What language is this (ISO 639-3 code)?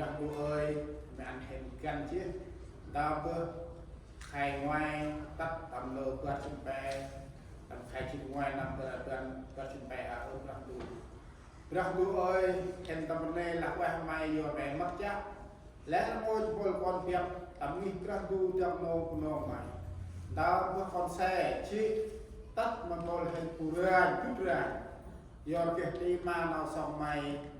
cmo